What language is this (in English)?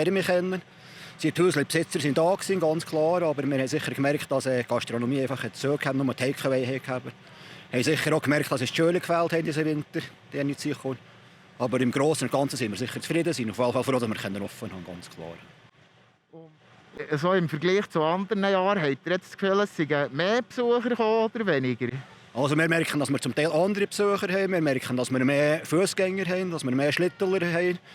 Swiss German